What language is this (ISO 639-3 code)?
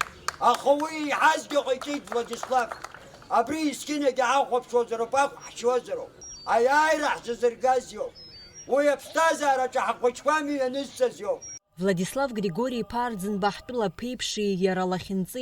abk